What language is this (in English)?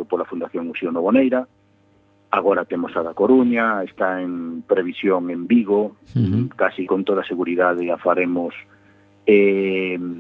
Galician